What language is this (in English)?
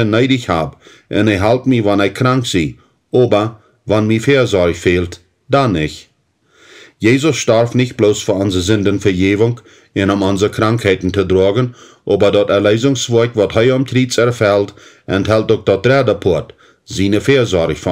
Plautdietsch